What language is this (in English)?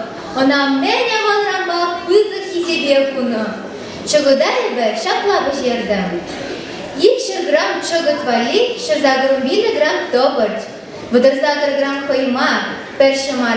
Chuvash